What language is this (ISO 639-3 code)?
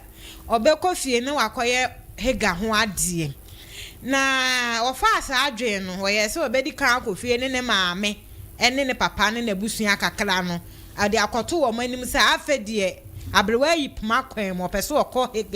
aka